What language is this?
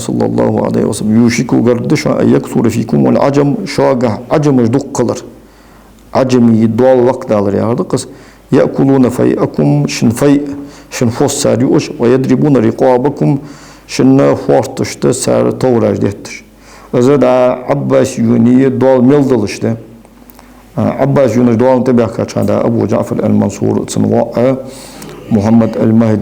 Ingush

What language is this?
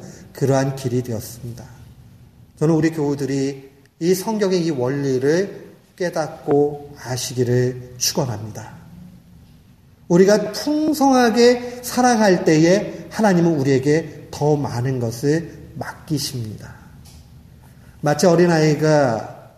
Korean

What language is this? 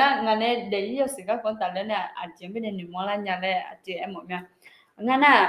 Akha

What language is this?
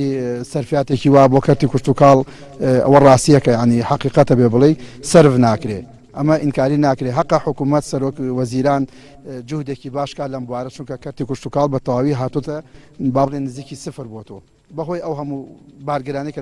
Central Kurdish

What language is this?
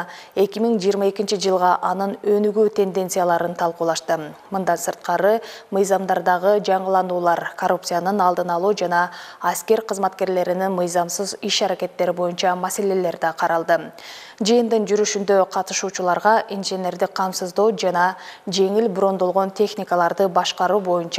Kyrgyz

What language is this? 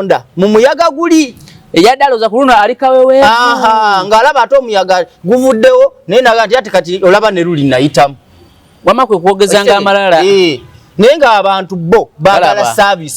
Ganda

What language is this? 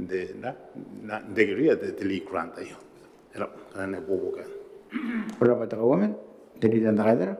Gilbertese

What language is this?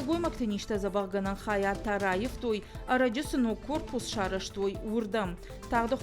Ossetic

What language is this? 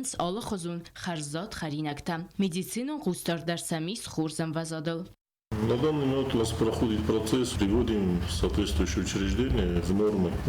Ossetic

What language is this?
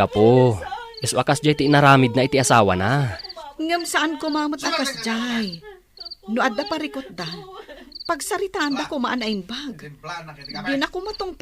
Iloko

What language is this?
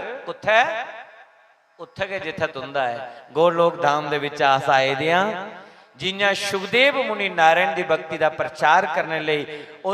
Dogri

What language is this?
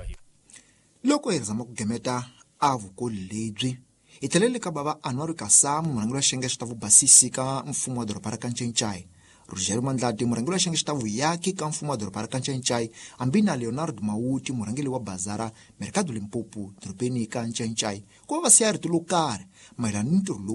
Tsonga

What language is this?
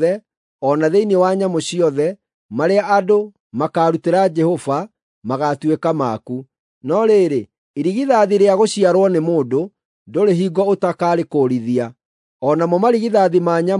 Kikuyu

